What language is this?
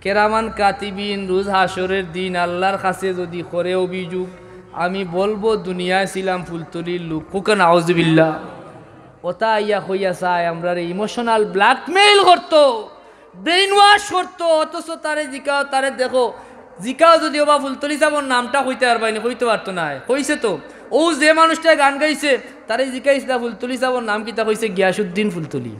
Sylheti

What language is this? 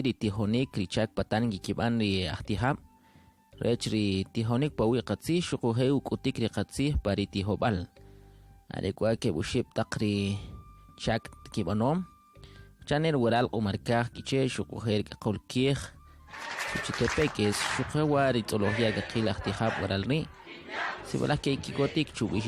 Kʼicheʼ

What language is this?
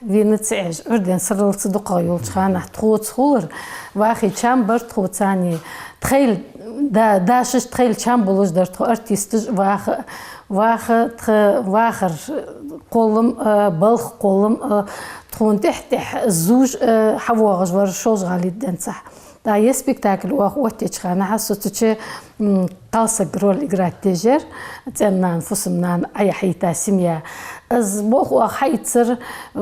Ingush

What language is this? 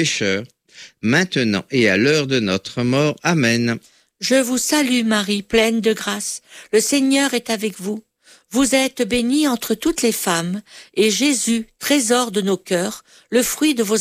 French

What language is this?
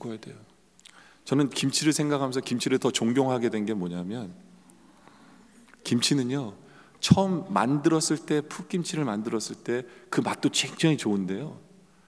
Korean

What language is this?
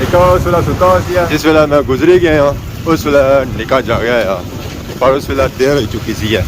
Pahari-Potwari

